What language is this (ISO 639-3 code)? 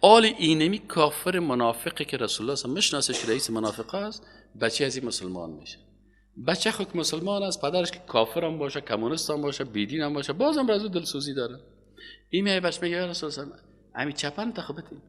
fas